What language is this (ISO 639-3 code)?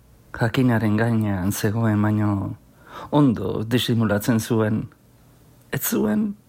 eus